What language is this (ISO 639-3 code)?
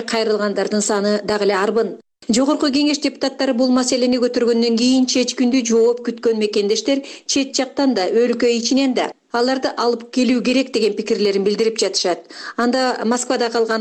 kir